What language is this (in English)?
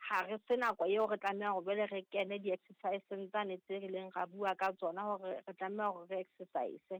Southern Sotho